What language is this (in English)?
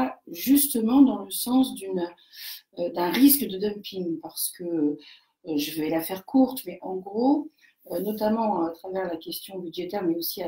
French